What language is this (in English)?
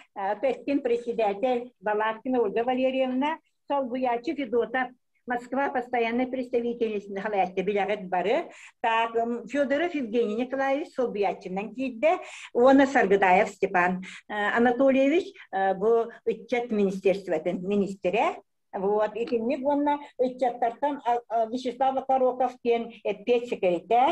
Yakut